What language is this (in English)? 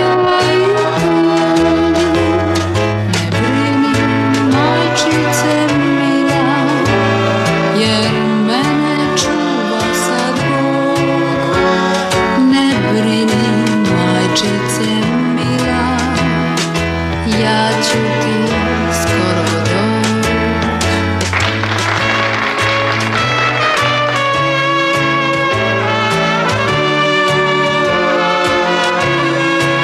Croatian